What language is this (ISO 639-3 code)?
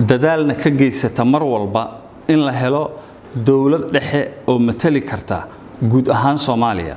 som